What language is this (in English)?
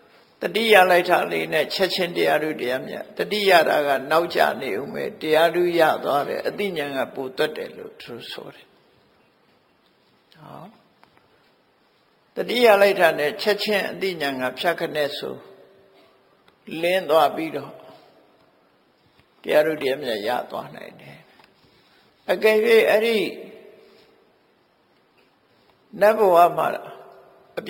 Burmese